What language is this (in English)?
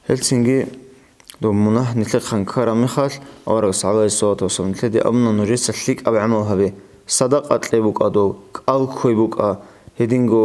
Avaric